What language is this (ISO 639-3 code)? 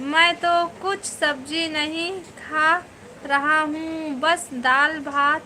hne